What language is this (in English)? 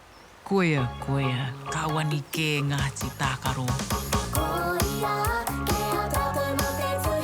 Māori